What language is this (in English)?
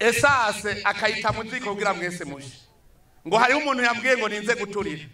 Rundi